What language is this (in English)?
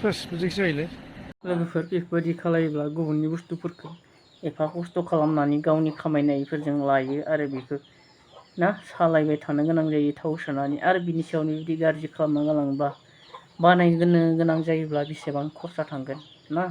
Bodo